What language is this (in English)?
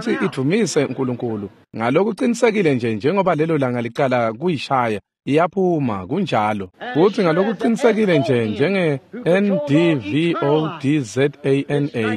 Swati